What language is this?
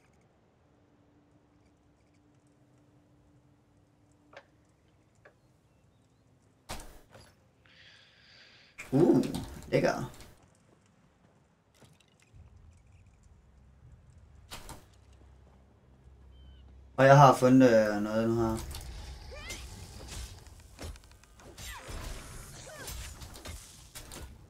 Danish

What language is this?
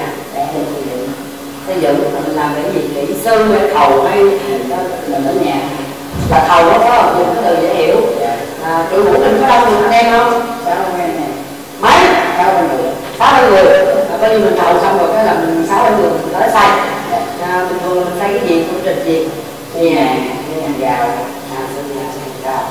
Vietnamese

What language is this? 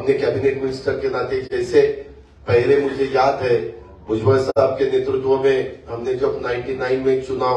Marathi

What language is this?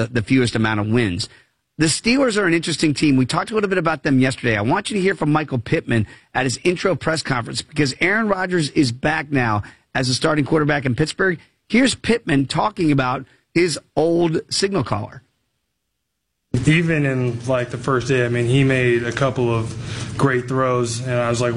English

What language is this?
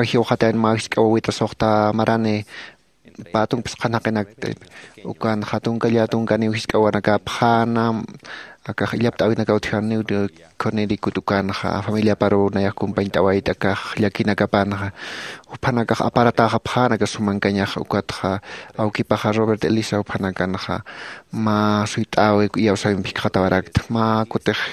Aymara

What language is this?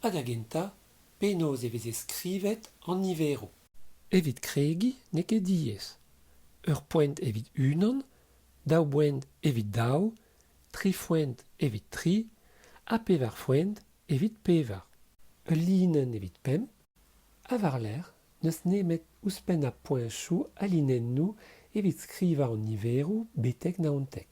Breton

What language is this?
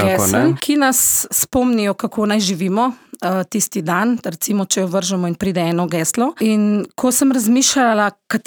Slovenian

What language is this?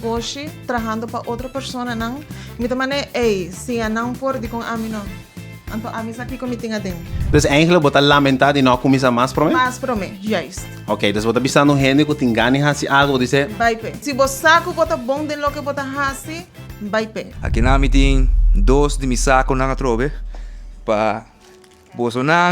Papiamento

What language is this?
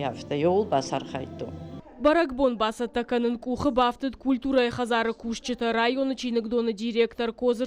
Ossetic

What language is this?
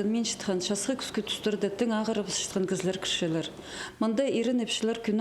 Khakas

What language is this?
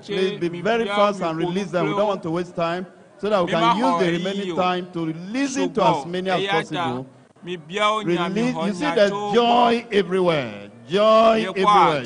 Ewe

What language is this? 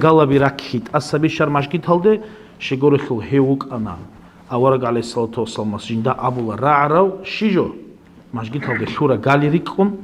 Avaric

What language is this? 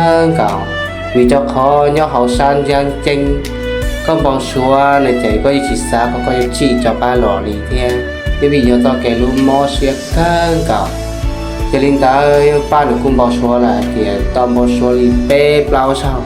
Hmong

